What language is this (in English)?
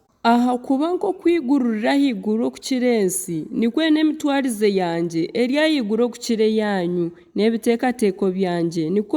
Nyankole